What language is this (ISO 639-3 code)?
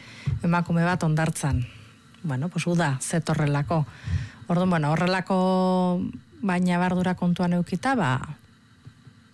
eus